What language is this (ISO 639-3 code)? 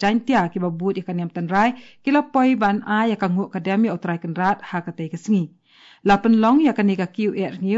kha